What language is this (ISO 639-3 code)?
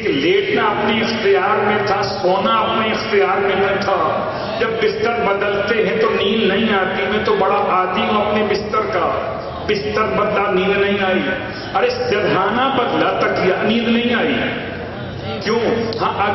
urd